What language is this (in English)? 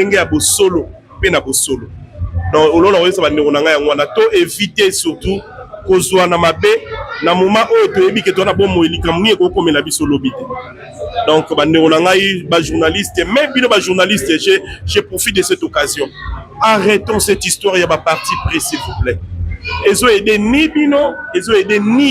Lingala